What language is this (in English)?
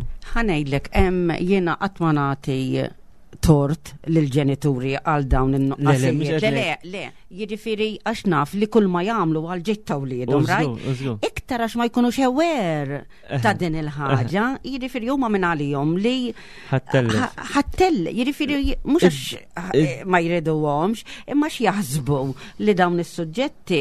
Maltese